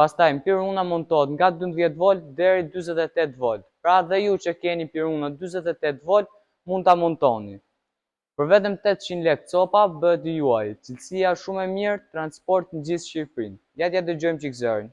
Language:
Albanian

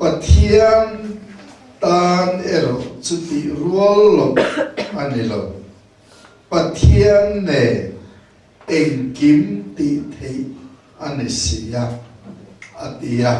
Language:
Mizo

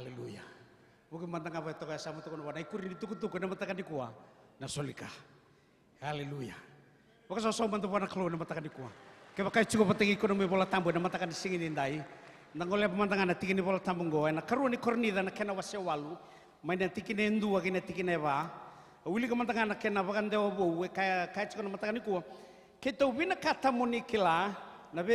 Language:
Fijian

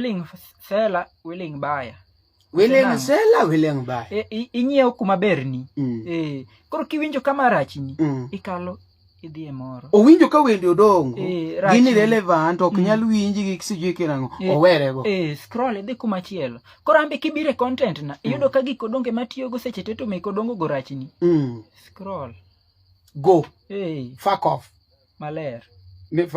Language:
Luo (Kenya and Tanzania)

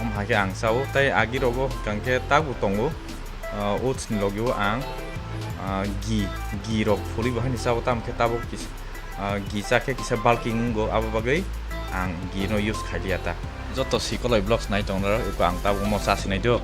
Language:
Kok Borok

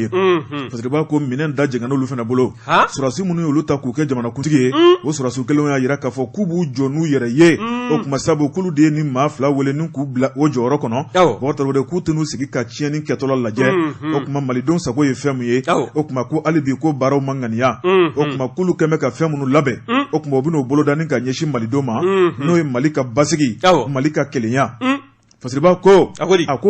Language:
Bambara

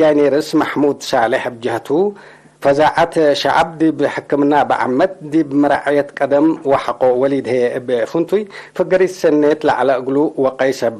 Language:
Tigre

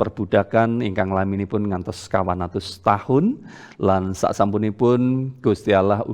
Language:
Javanese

